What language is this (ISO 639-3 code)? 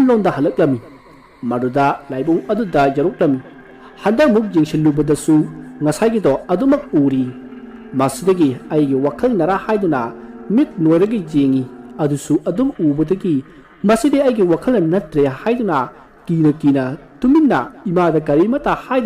mni